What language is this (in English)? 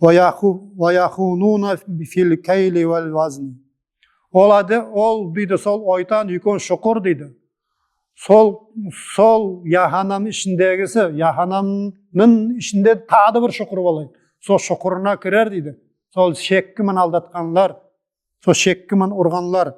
Nogai